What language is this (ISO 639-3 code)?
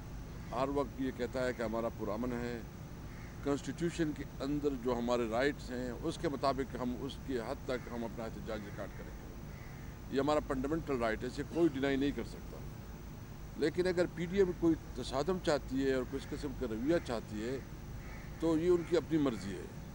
urd